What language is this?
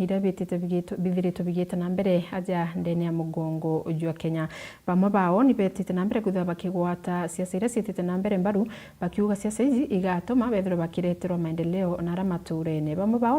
Meru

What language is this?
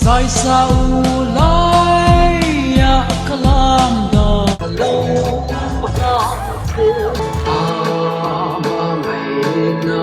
Mizo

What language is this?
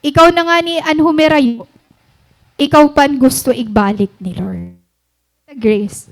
Waray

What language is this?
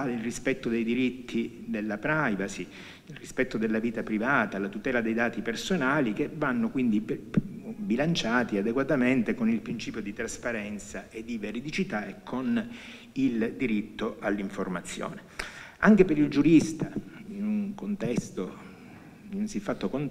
Italian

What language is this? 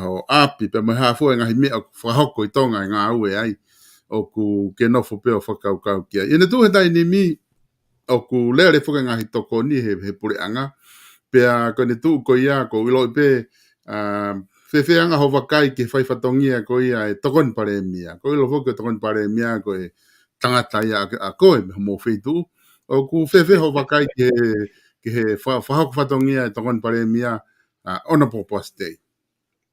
Tongan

